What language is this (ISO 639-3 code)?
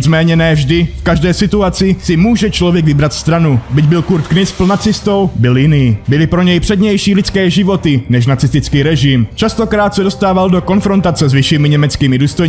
ces